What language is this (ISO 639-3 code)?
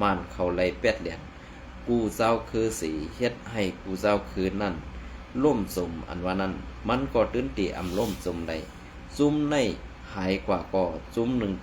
shn